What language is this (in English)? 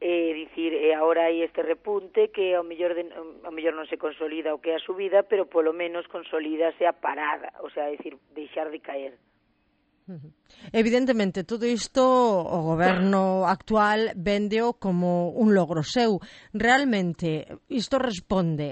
Galician